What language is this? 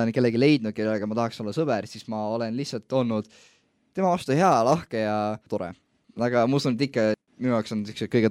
Estonian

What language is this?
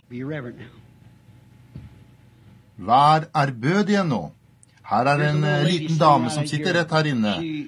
Norwegian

